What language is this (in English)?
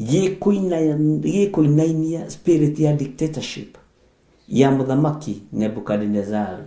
Kikuyu